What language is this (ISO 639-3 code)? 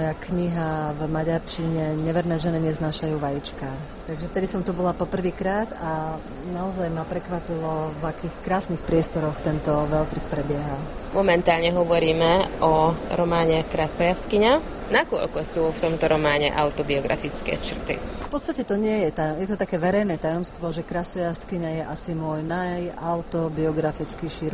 slk